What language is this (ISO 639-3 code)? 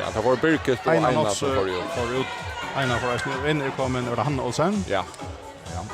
fao